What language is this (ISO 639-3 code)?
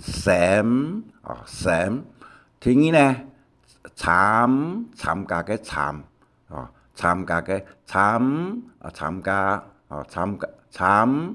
hak